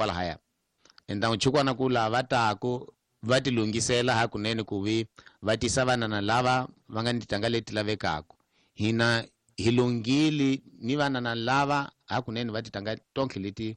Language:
Tsonga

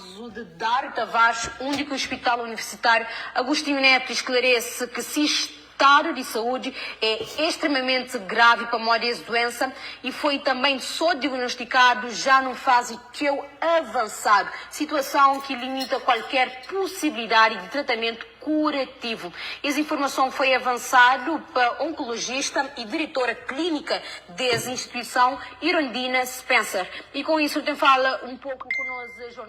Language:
Kabuverdianu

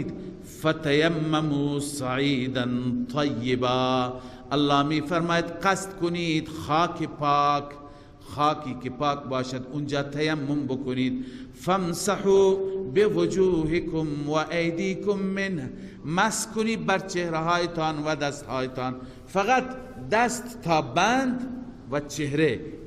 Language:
Persian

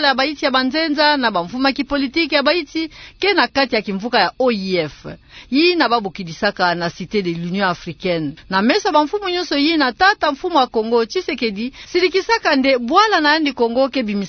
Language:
Kituba (Democratic Republic of Congo)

